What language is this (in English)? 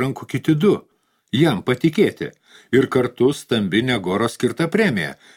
Lithuanian